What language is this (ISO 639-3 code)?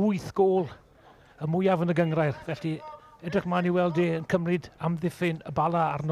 cym